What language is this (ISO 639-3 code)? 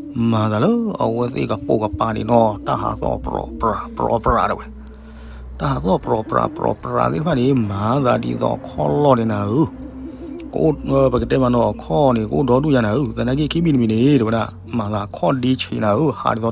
ksw